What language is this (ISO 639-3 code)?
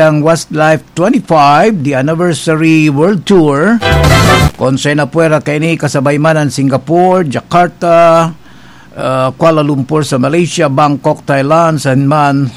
bik